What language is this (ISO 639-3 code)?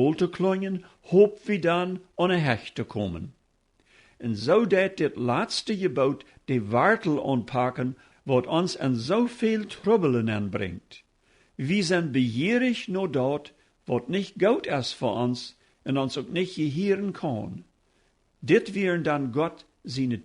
pdt